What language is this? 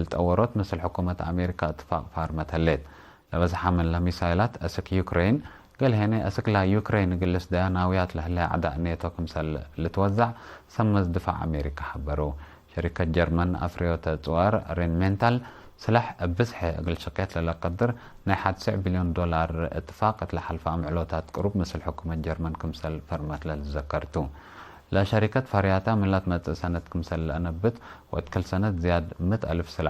Tigre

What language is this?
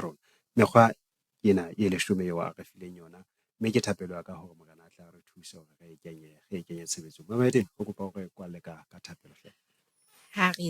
Southern Sotho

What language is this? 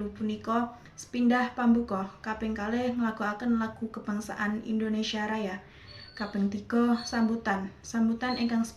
Javanese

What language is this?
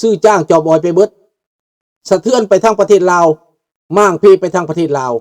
Lao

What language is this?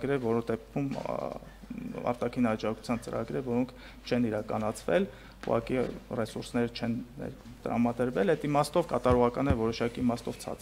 Armenian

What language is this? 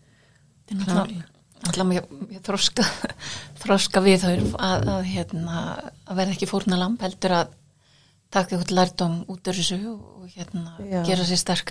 Icelandic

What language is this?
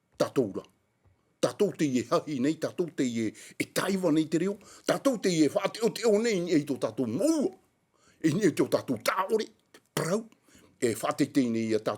Tahitian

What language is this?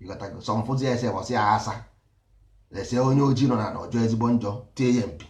Igbo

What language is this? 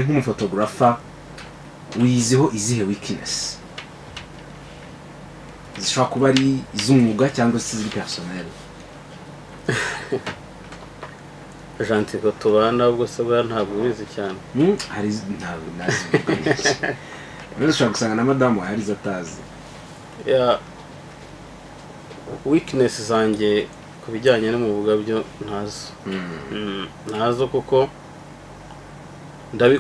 Kinyarwanda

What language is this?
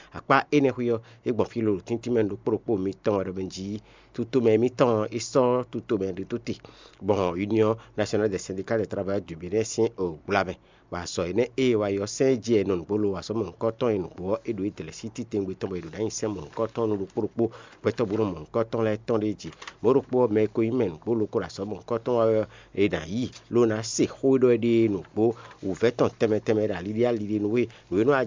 Fon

